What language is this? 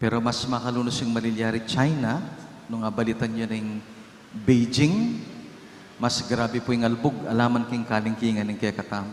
Pampanga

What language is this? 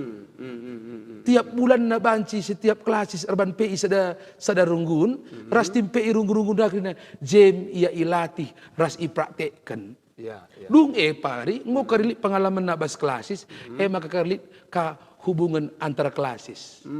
Batak Karo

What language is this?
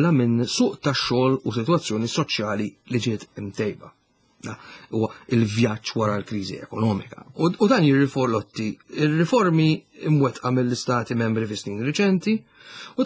Maltese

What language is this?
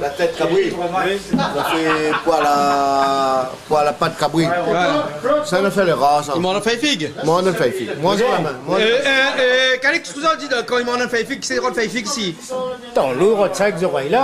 Réunion Creole French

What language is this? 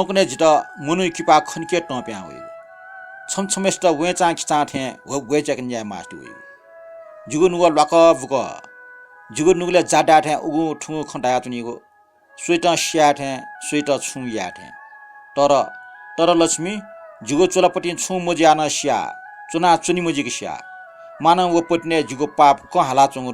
Newari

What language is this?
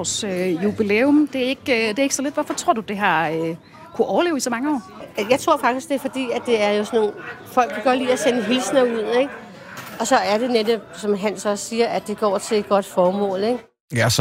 Danish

